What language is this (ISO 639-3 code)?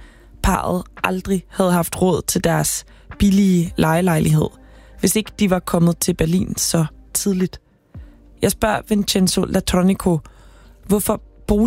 dan